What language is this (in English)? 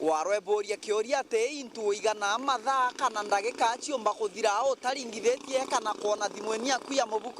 Meru